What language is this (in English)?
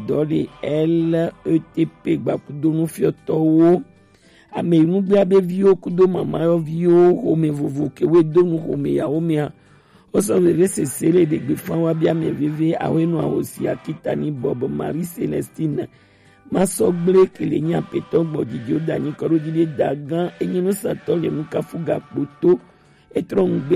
Gen